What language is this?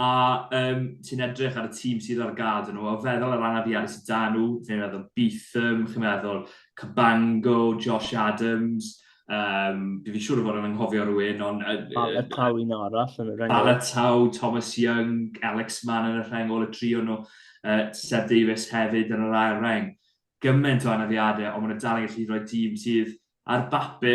Welsh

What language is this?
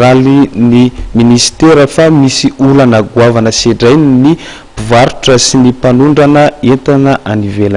Malagasy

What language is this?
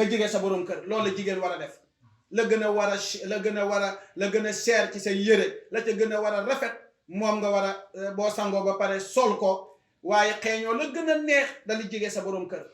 Wolof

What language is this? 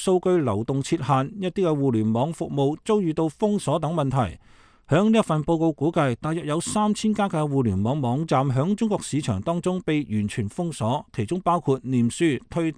Cantonese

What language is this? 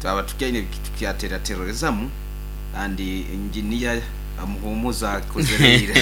Nyoro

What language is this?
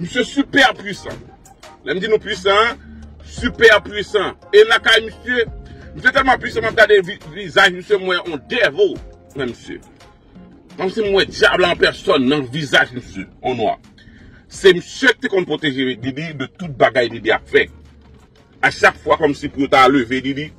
Haitian Creole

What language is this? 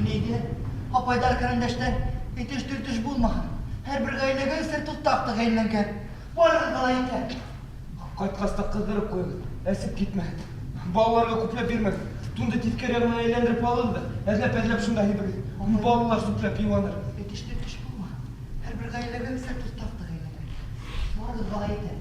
Bashkir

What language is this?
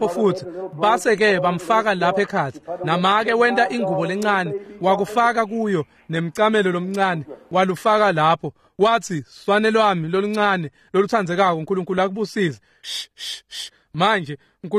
Swati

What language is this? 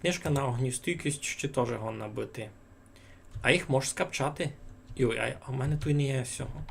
Rusyn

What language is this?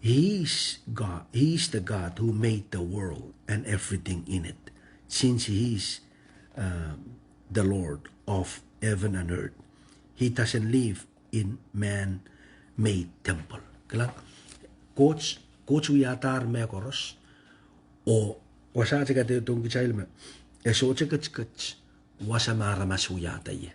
Pohnpeian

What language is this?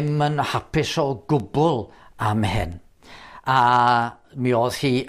Welsh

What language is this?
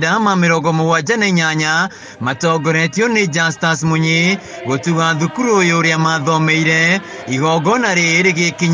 Kikuyu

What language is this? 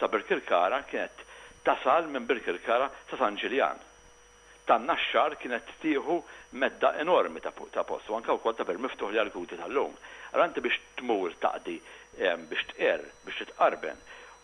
Maltese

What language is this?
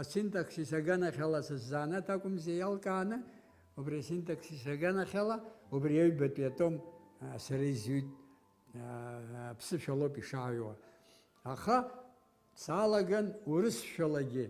Abkhazian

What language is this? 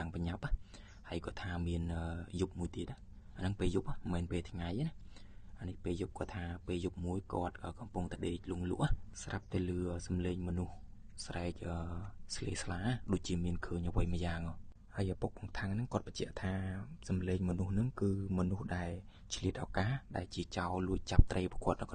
Khmer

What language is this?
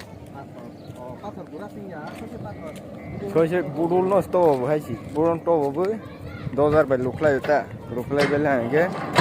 Kok Borok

